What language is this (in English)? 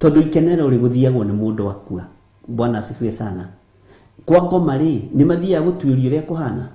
Kikuyu